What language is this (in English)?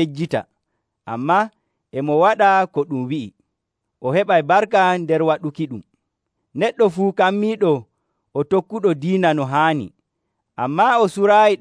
Nigerian Fulfulde